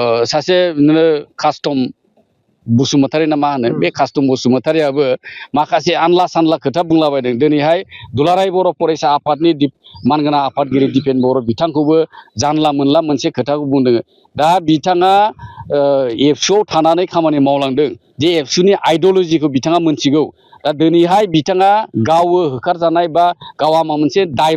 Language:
Bodo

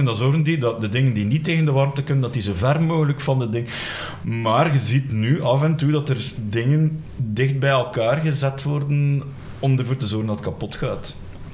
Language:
Dutch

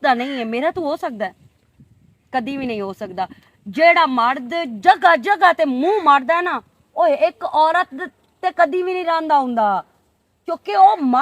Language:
Western Panjabi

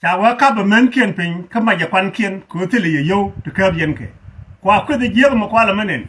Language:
Nuer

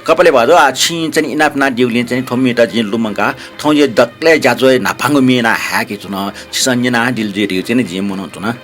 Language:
Newari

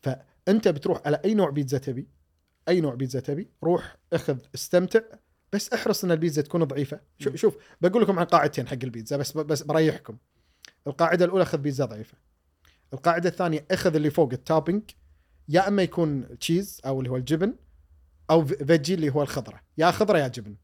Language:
Gulf Arabic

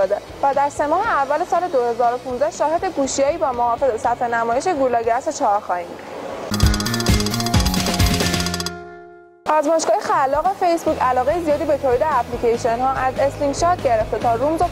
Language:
Persian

